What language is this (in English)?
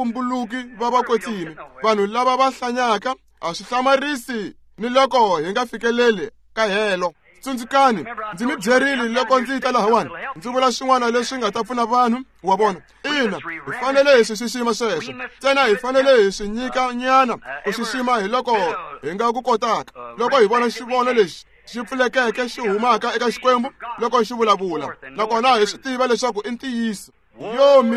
Tsonga